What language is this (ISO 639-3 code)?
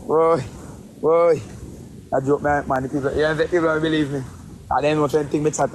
jam